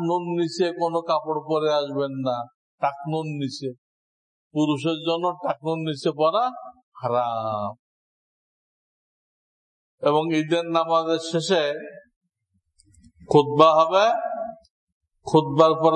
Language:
Bangla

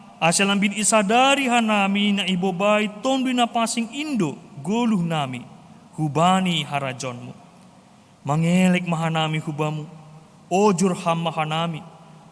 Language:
Batak Simalungun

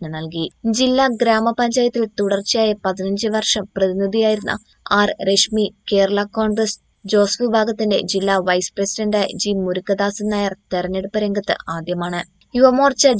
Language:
Malayalam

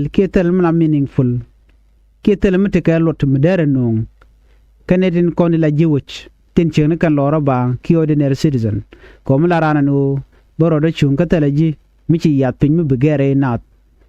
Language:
Nuer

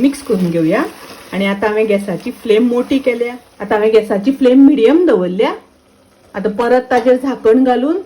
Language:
Konkani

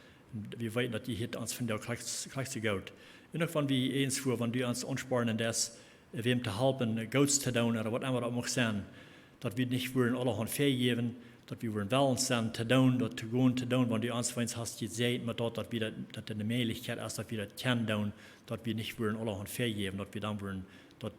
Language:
Plautdietsch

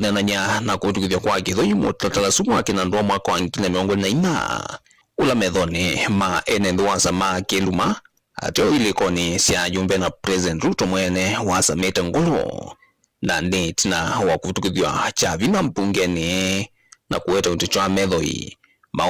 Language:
Kamba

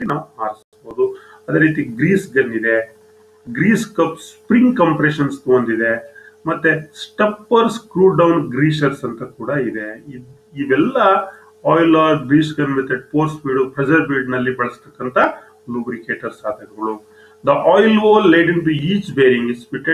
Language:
Kannada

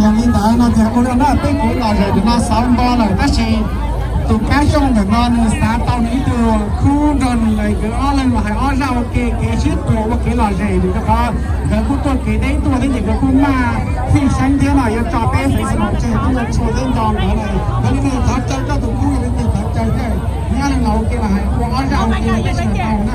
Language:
Hmong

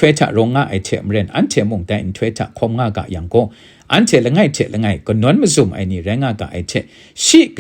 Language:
Kachin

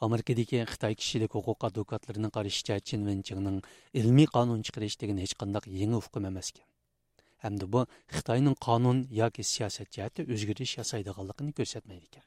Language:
Uyghur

